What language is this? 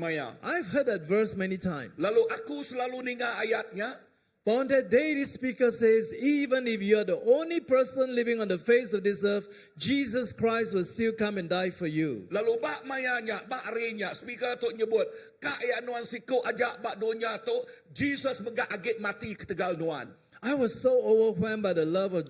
Iban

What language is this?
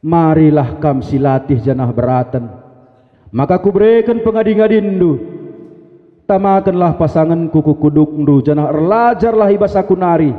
Batak Karo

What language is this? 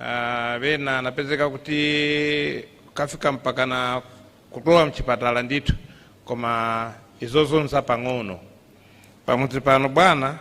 Nyanja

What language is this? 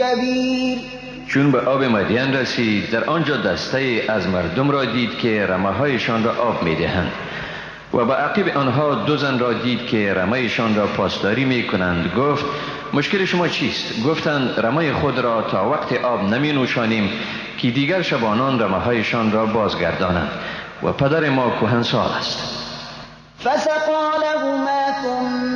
Persian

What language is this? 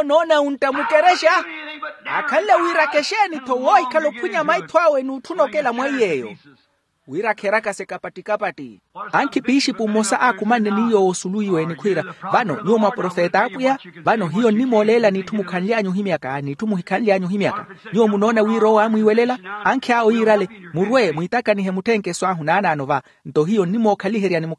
Makhuwa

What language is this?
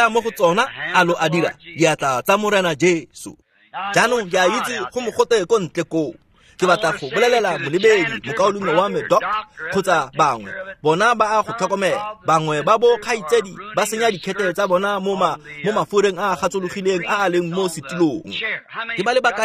Tswana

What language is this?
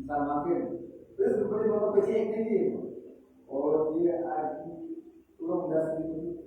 Sasak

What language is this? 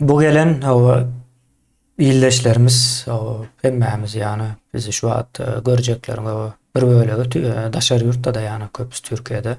Turkmen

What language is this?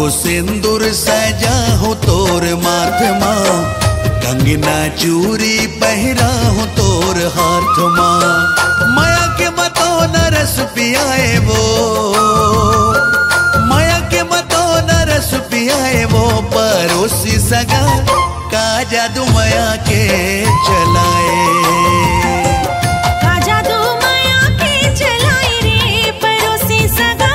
Chhattisgarhi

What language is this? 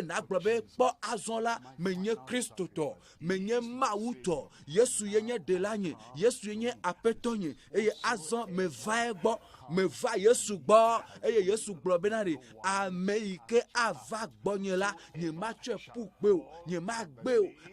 Ewe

